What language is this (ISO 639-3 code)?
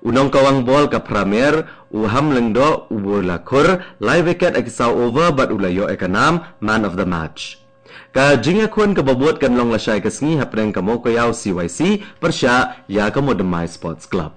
kha